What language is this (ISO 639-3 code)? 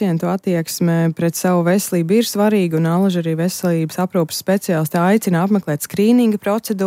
lav